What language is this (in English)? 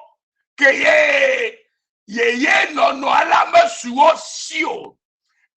Ewe